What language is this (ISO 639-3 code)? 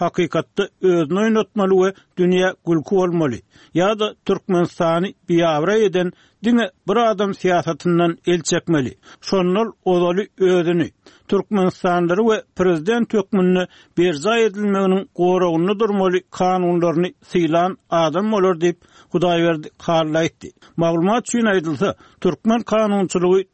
tuk